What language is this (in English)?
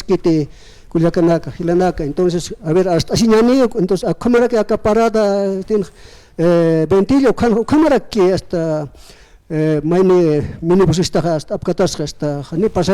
Aymara